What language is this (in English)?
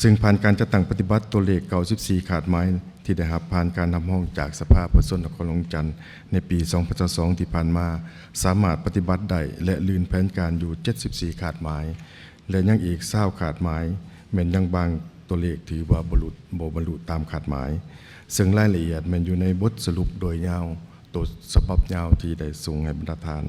Lao